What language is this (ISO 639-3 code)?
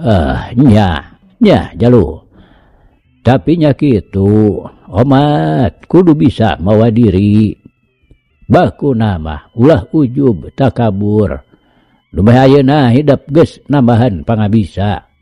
sun